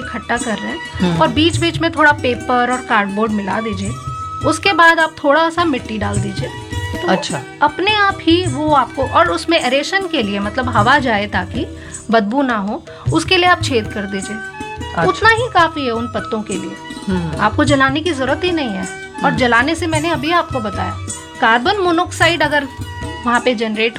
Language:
Hindi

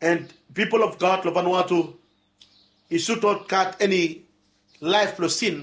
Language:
Bislama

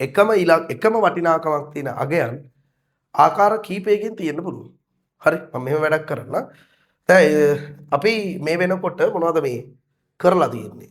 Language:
Sinhala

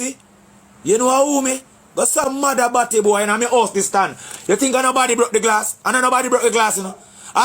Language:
Jamaican Creole English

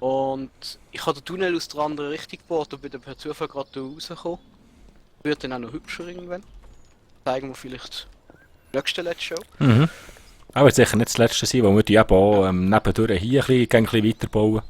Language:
Swiss German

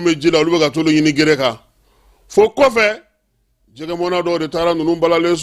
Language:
Bambara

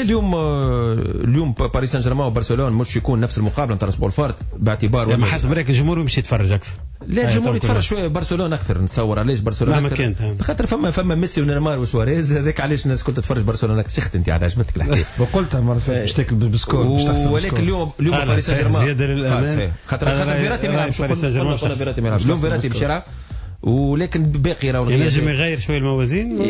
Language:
Tunisian Arabic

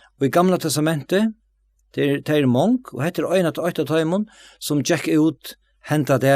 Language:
Faroese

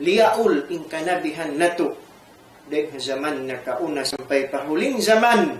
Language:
Tausug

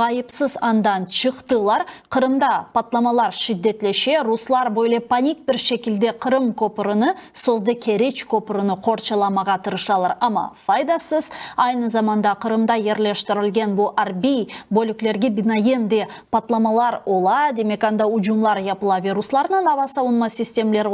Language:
Crimean Tatar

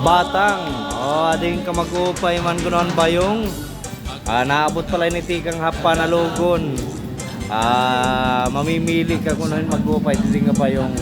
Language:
Waray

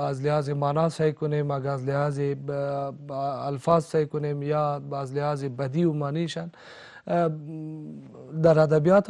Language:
Persian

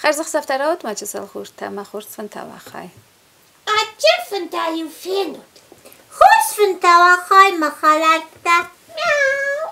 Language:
Ossetic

